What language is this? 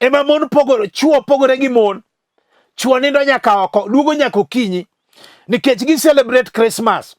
Luo (Kenya and Tanzania)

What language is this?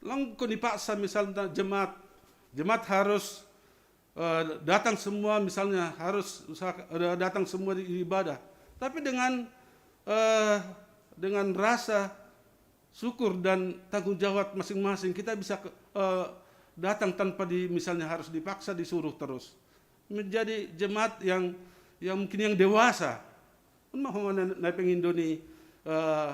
Batak Simalungun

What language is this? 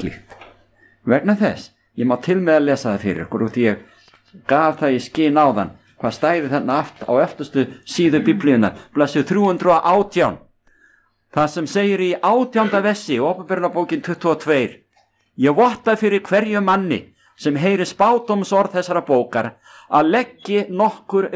Icelandic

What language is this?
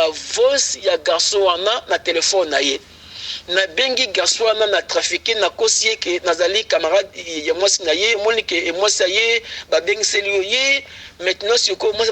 Lingala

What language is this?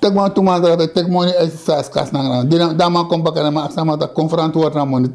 Sranan Tongo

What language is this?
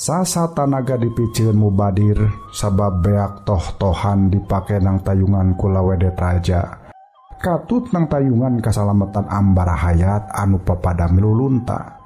Sundanese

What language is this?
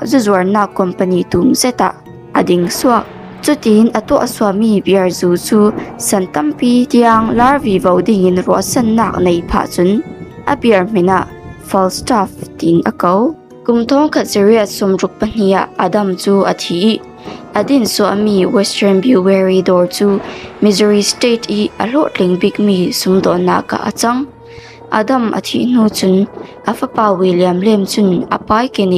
Falam Chin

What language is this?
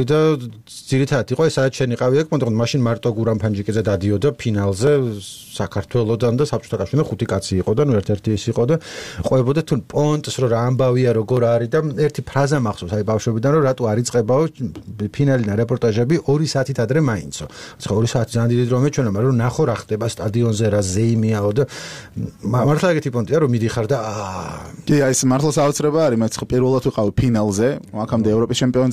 Georgian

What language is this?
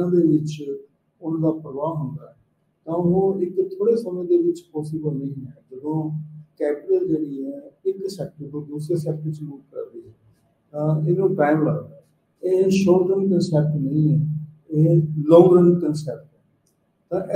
Punjabi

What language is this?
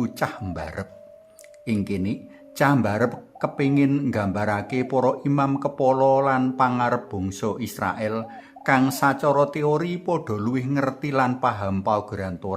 Javanese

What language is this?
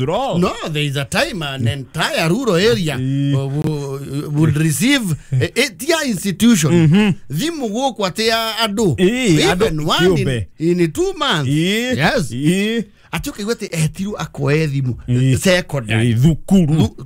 Kikuyu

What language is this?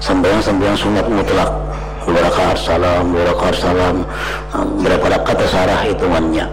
Banjar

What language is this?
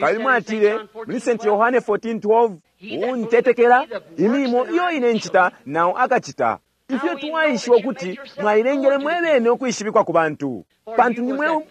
Bemba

